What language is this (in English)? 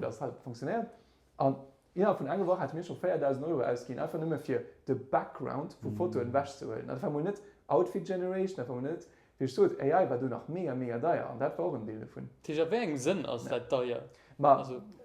Luxembourgish